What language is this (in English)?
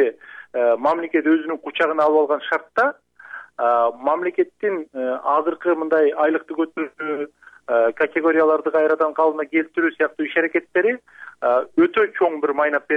Kyrgyz